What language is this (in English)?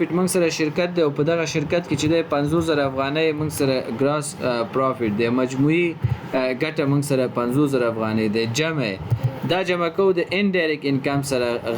Pashto